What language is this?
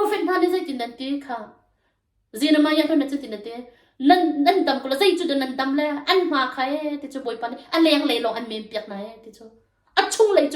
Hakha Chin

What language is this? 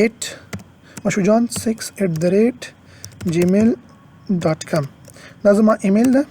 Pashto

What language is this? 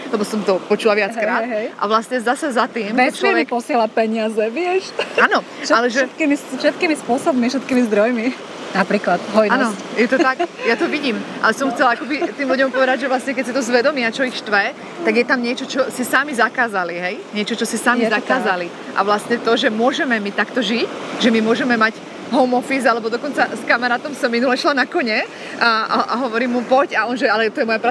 Slovak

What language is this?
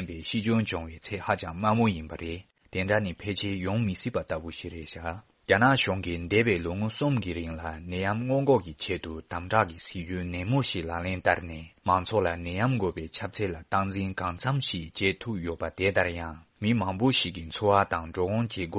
Tibetan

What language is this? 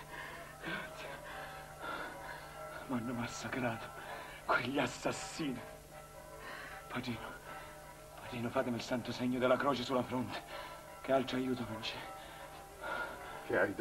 Italian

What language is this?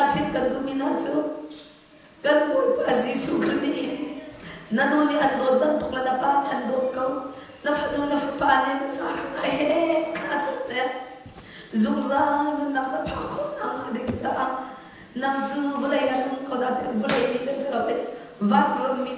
Hakha Chin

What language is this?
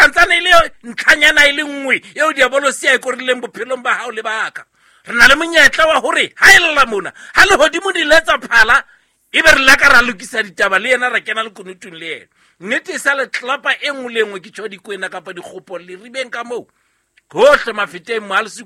Southern Sotho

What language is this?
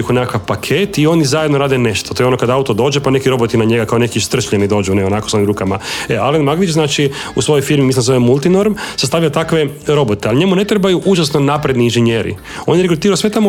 Croatian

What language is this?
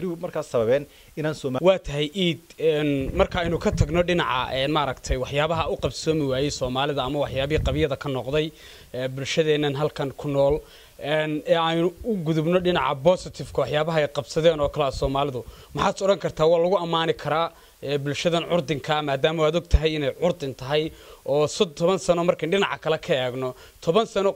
Somali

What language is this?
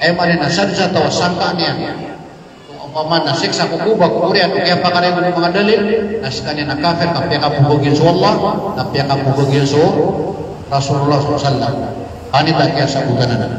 Maranao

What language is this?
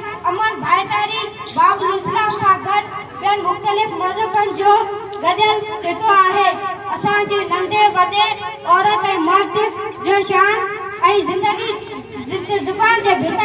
Sindhi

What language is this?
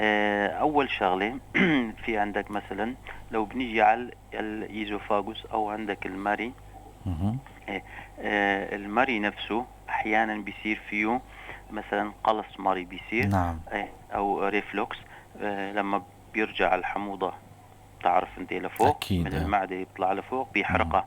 North Levantine Arabic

